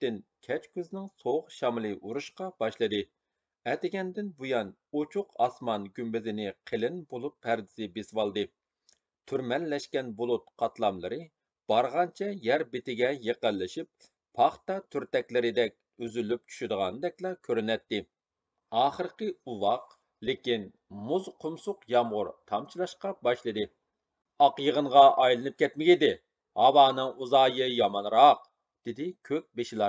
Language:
Uyghur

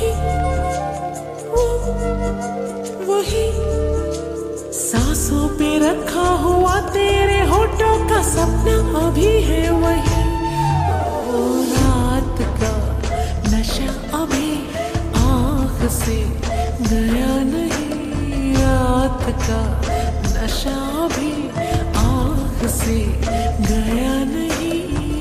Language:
Hindi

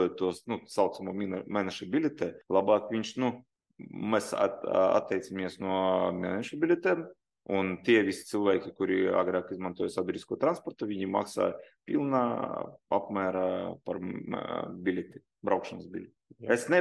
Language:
Latvian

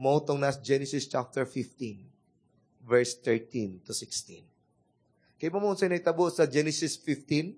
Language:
Cebuano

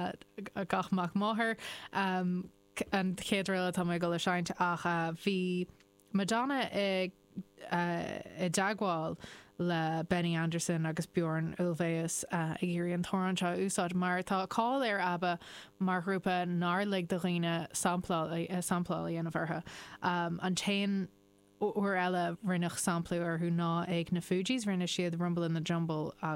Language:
Irish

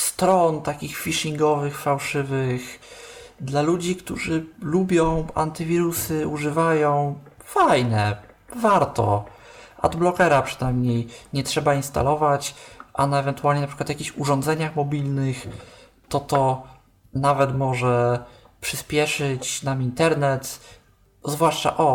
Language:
Polish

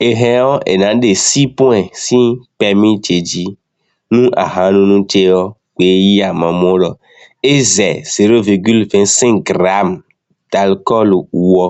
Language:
Basque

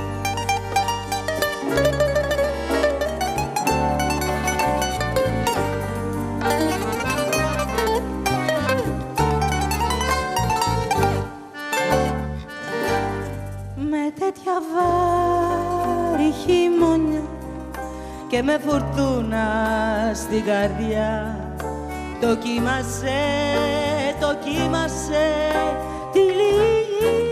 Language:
Greek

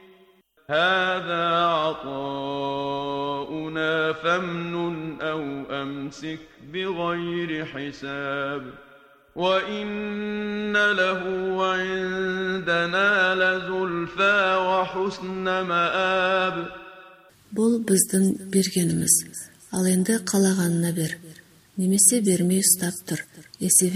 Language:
Kazakh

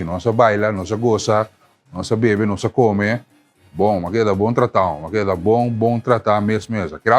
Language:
Papiamento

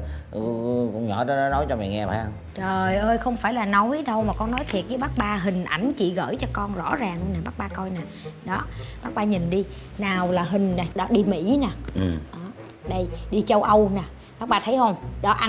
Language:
Vietnamese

